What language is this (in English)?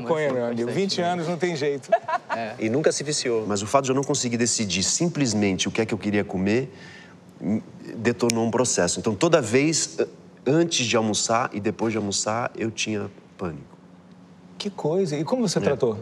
Portuguese